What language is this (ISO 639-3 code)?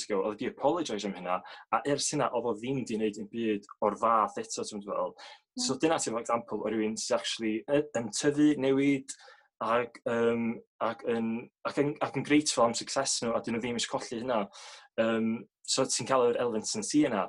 cym